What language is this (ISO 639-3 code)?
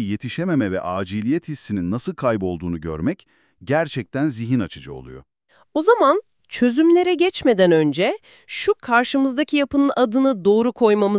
tur